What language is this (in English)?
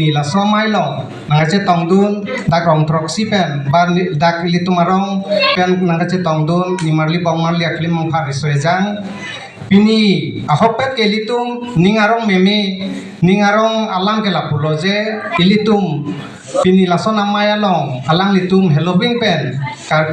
Karbi